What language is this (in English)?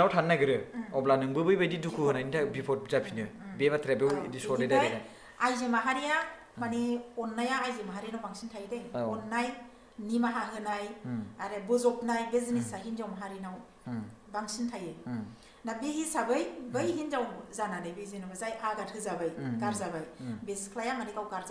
Bodo